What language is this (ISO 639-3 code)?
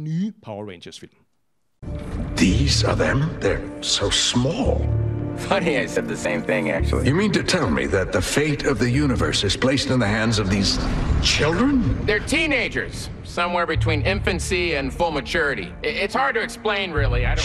dan